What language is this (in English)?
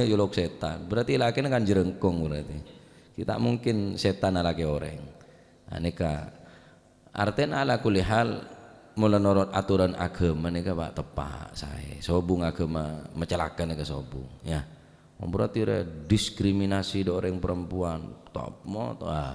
Madurese